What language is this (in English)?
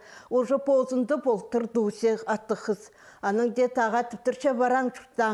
Khakas